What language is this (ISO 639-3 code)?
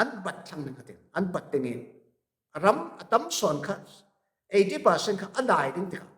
cfm